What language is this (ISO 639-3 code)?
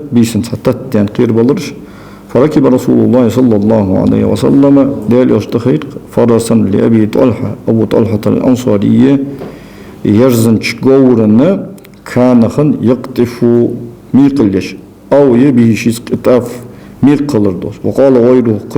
inh